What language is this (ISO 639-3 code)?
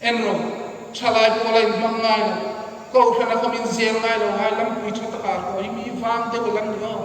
hmr